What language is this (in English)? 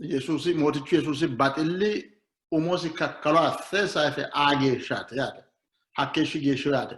Sidamo